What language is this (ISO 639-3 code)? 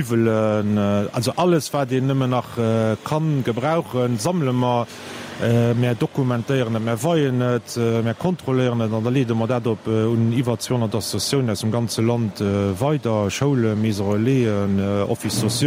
ltz